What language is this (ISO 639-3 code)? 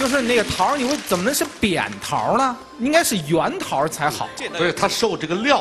zho